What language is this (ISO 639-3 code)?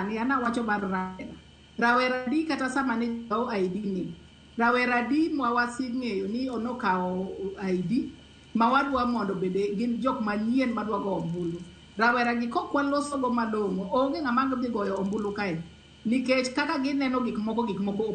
luo